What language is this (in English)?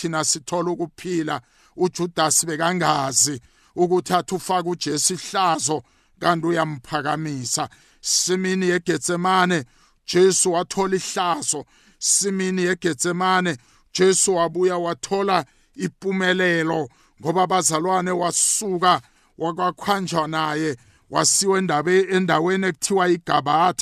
South Ndebele